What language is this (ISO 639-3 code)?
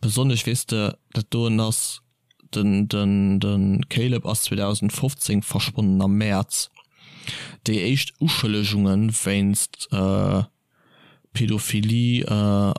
ltz